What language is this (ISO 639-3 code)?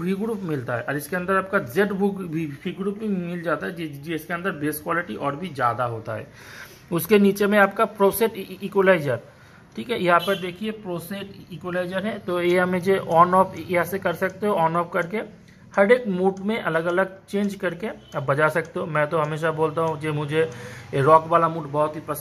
hin